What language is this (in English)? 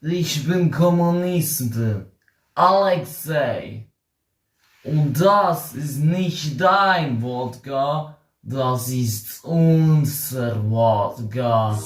Swiss German